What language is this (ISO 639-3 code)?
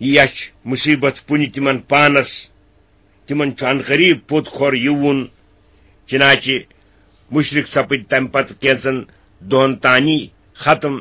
kas